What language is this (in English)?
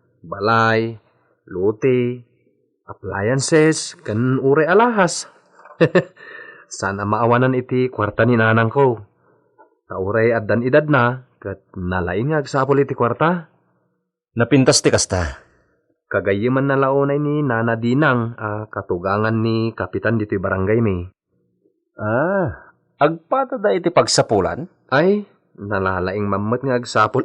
Iloko